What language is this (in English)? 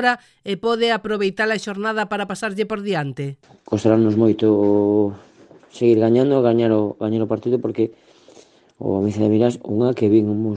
Galician